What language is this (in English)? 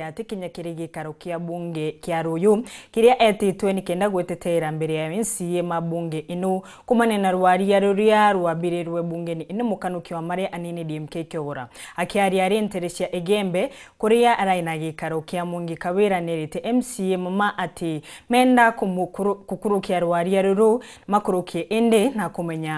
Meru